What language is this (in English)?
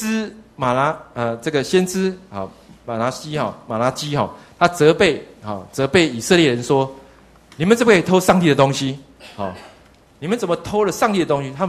Chinese